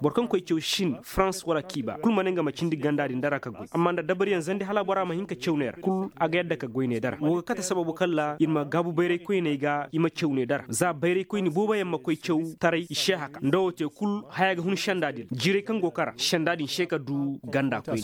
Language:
Koyraboro Senni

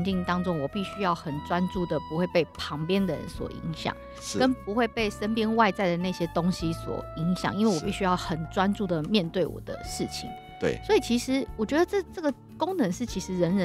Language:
Chinese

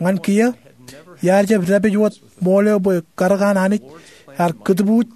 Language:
Marshallese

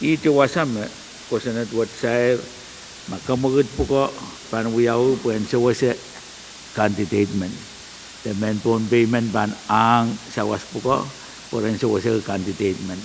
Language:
Pohnpeian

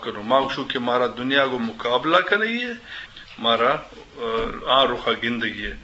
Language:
Eastern Balochi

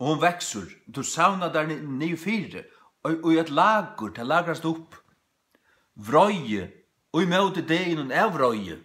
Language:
Faroese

